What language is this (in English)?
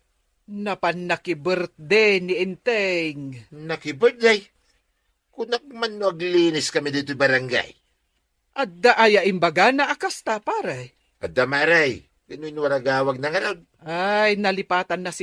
Iloko